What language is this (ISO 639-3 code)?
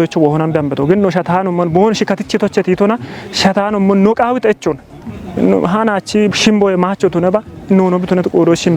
kbr